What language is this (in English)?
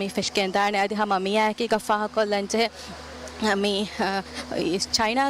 Divehi